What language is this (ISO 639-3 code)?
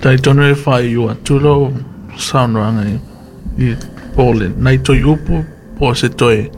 smo